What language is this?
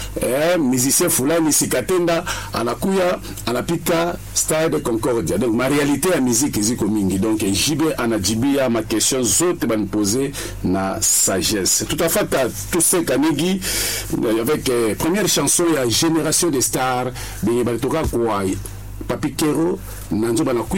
Swahili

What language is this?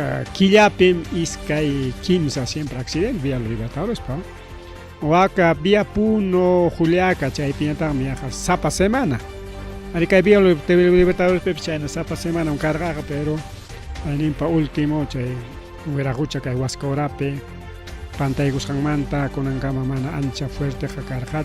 Ayacucho Quechua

